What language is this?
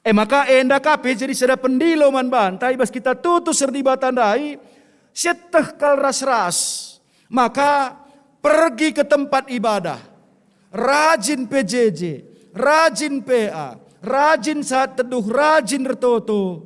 Batak Karo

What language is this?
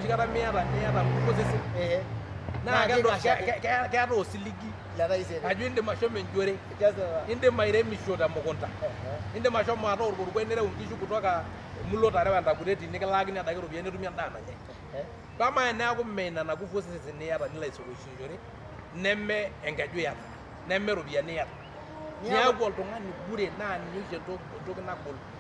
Masai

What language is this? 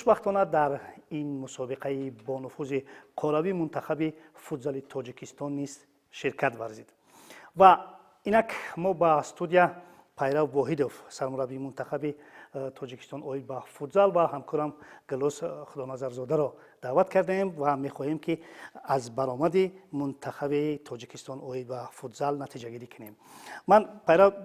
Tajik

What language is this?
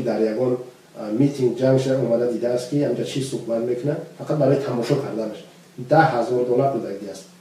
Tajik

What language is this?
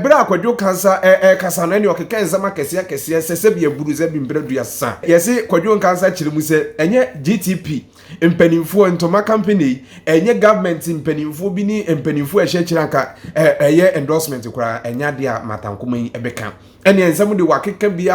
Akan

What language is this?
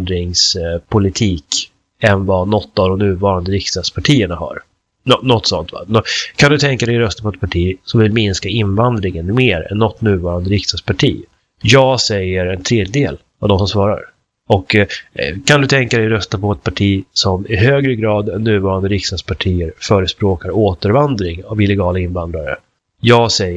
Swedish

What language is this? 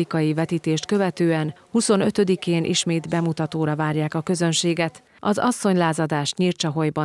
Hungarian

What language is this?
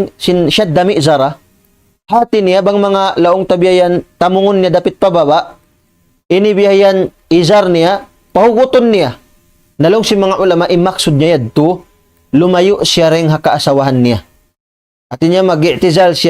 Tausug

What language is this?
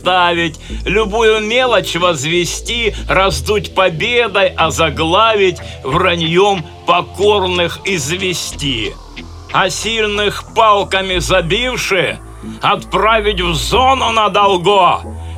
Russian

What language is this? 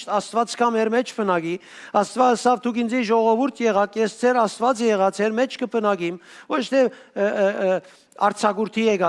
Western Armenian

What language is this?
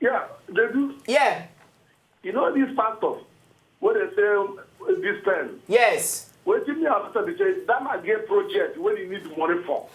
Nigerian Pidgin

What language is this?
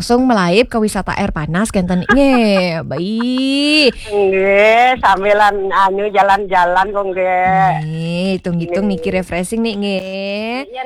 Balinese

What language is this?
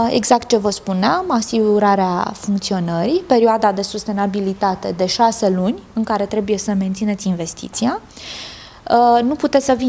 Romanian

